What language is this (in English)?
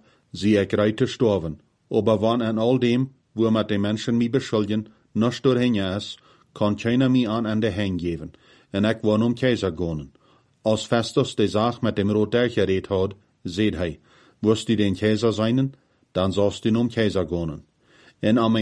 Plautdietsch